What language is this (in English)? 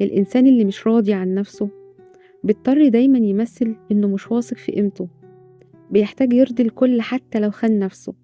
Egyptian Arabic